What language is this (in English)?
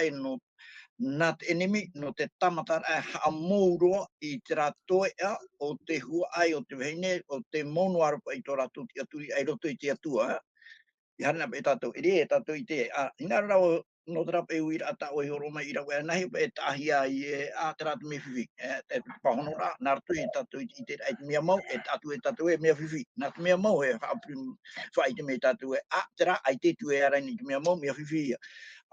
Tahitian